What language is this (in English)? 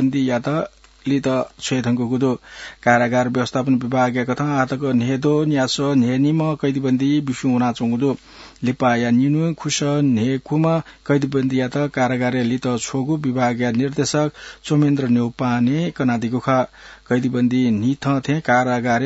Newari